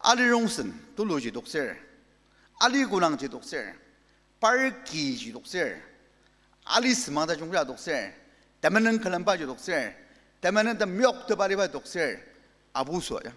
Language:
Ao Naga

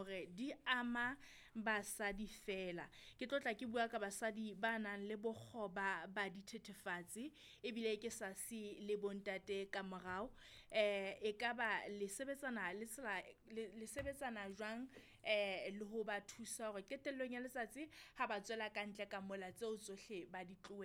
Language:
Southern Sotho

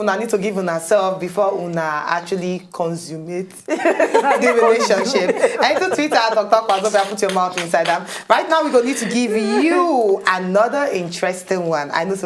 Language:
Nigerian Pidgin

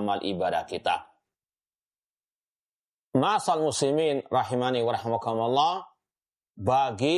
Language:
Indonesian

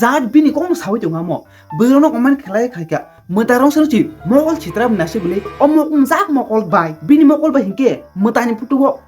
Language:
Kok Borok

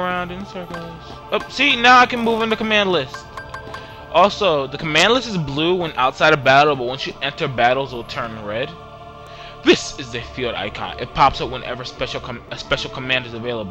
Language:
English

